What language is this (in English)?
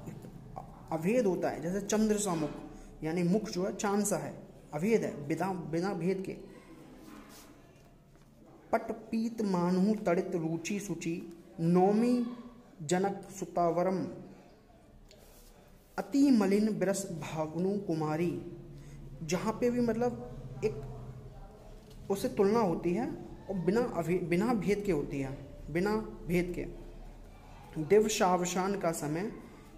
Hindi